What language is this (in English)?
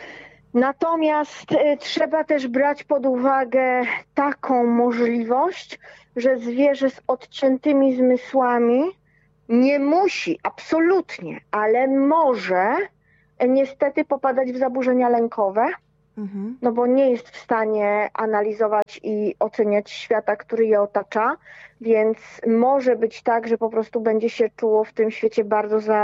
Polish